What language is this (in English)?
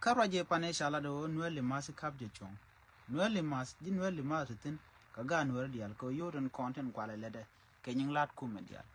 Nuer